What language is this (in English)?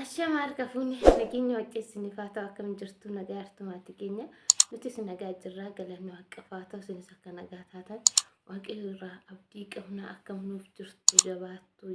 Oromo